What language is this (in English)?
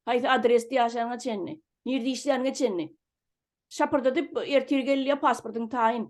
Turkmen